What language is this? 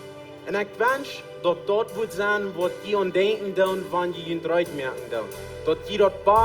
Plautdietsch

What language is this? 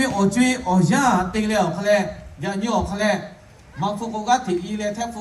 Lahu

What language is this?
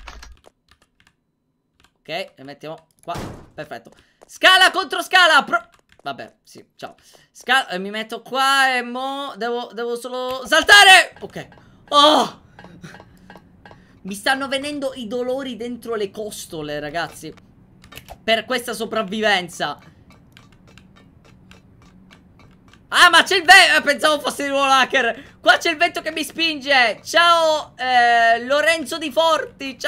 Italian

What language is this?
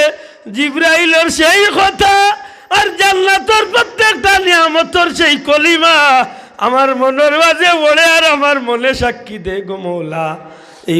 Sylheti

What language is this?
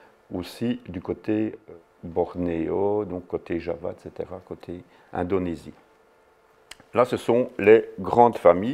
French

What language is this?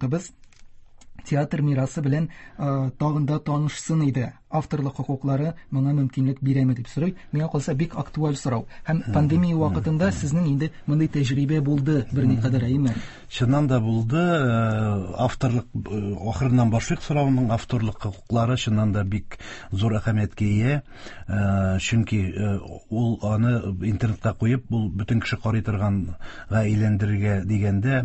Tatar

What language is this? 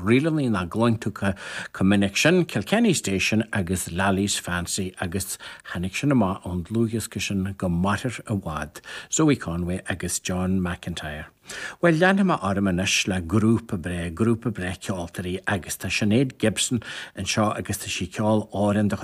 Irish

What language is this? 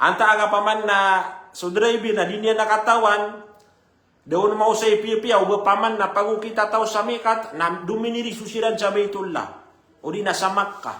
Maranao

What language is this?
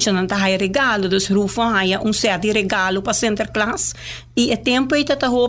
Papiamento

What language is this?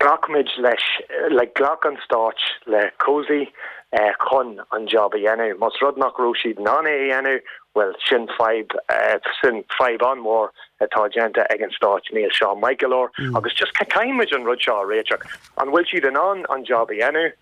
Irish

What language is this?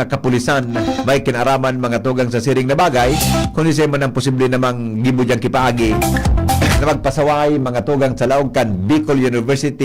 Bikol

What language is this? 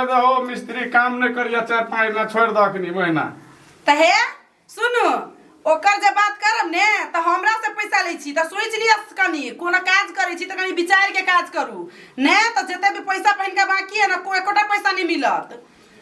Maithili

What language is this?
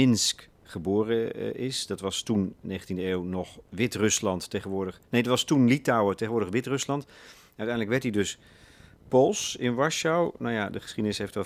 Dutch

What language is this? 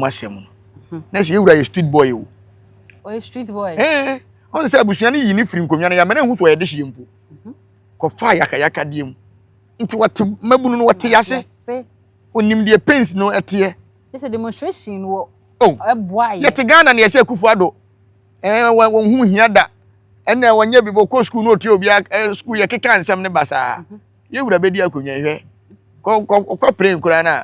Akan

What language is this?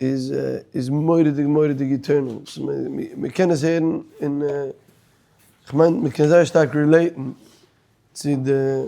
Yiddish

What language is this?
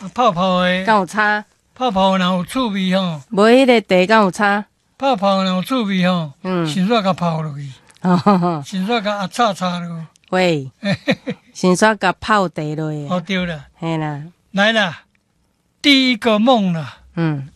Min Nan Chinese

